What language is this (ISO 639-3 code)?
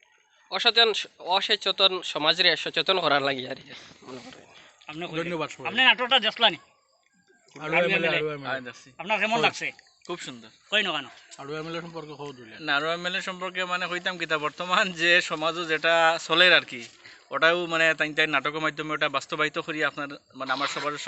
syl